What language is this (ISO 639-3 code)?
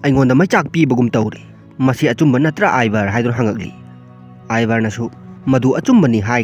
mni